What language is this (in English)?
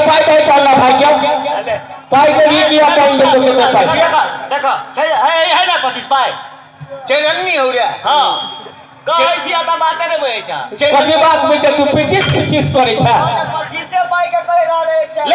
Maithili